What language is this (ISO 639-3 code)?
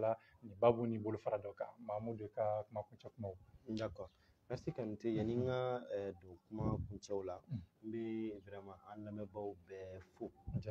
bam